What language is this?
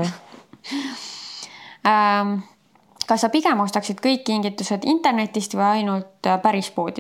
Estonian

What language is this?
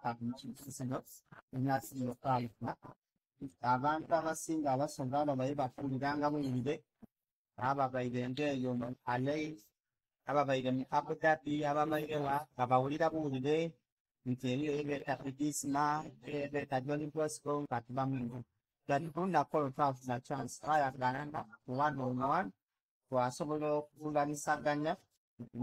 Soga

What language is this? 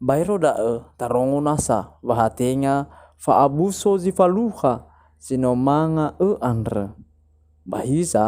Nias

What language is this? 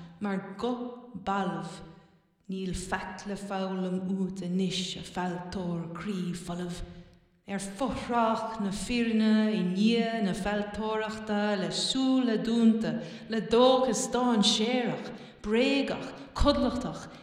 Irish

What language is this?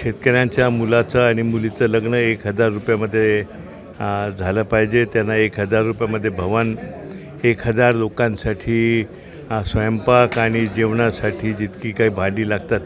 Marathi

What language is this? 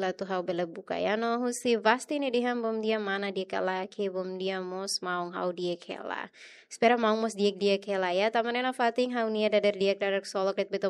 Tetum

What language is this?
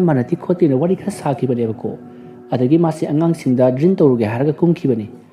Manipuri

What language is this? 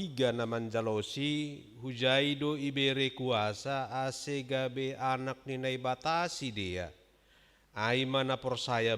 Batak Simalungun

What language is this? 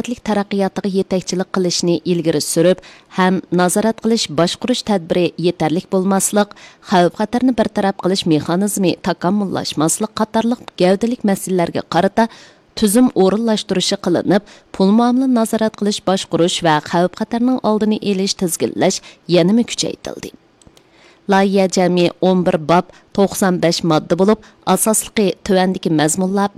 Uyghur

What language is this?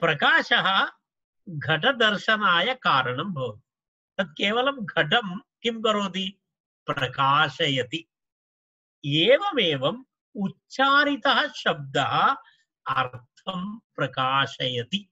Sanskrit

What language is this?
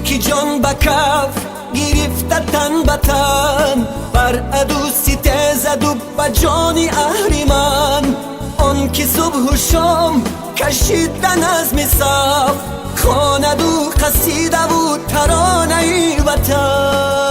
Tajik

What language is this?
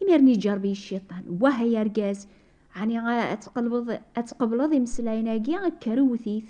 Kabyle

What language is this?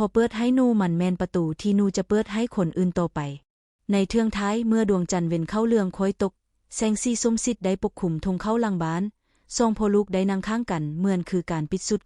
Lao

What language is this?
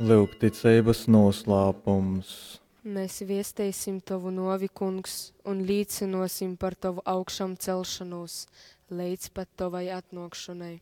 Latgalian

